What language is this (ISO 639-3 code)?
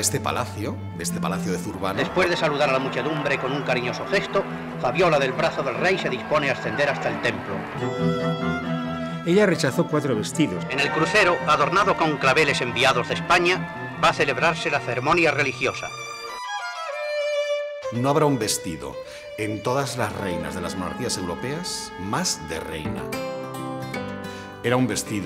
spa